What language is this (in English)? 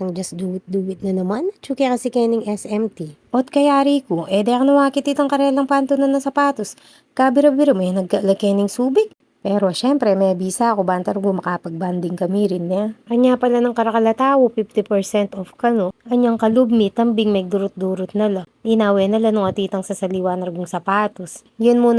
Pampanga